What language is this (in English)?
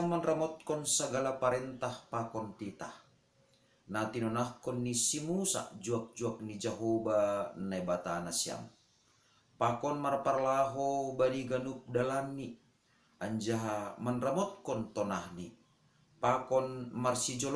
Batak Simalungun